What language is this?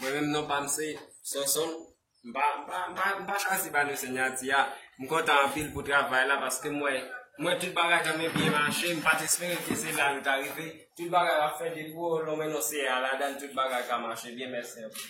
Haitian Creole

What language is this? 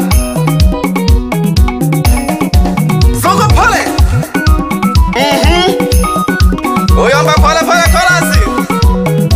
Swahili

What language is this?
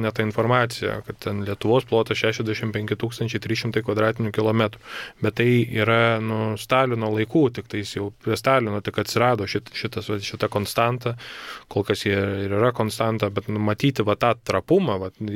Lithuanian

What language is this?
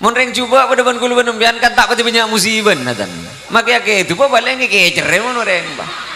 Madurese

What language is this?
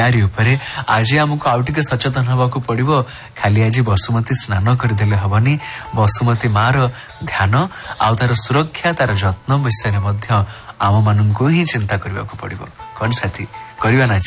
Odia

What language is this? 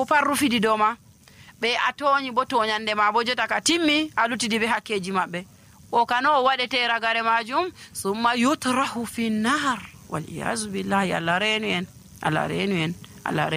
Nigerian Fulfulde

